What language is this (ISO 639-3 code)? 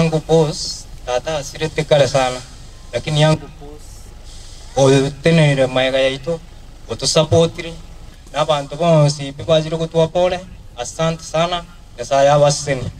guz